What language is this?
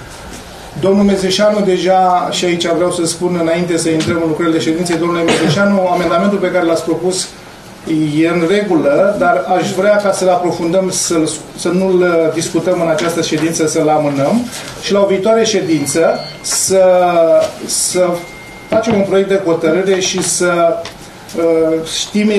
Romanian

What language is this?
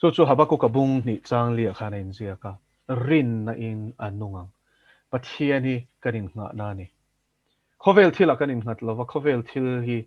Mizo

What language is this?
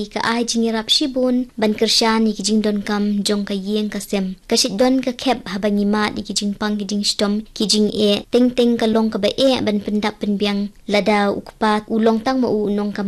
Khasi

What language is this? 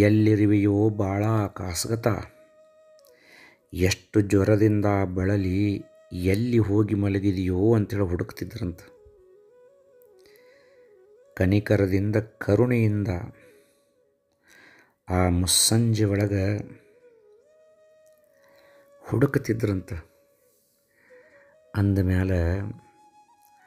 Kannada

